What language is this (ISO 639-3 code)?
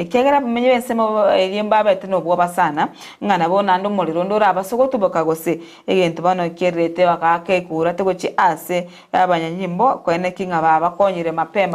guz